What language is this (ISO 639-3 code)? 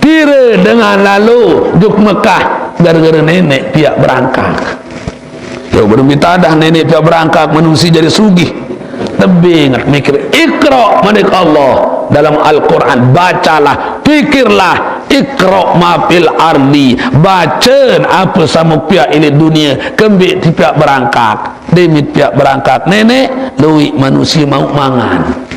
sas